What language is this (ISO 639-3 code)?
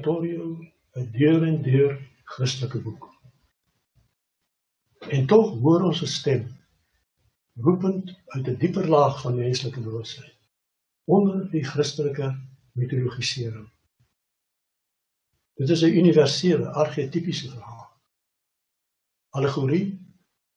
afr